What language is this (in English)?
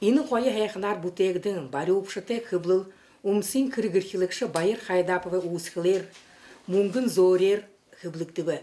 Buriat